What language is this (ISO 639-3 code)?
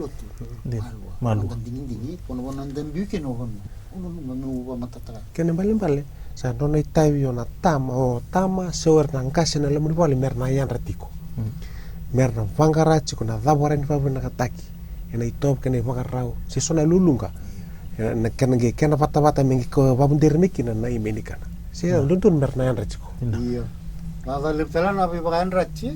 fij